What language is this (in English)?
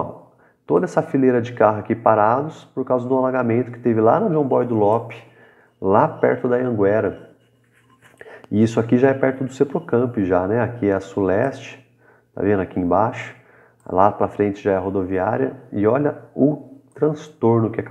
Portuguese